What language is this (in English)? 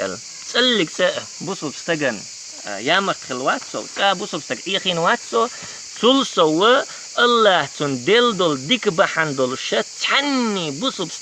Chechen